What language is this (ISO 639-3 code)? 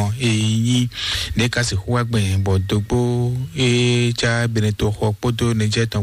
fon